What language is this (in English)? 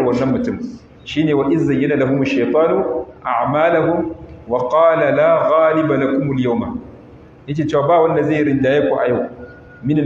Hausa